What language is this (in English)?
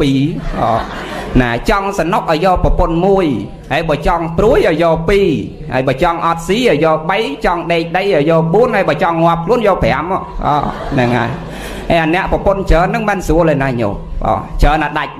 Khmer